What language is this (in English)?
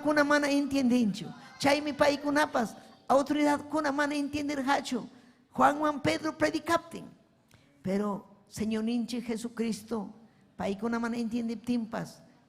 Ayacucho Quechua